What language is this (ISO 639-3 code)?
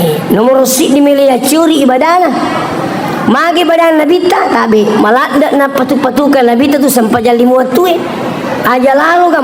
bug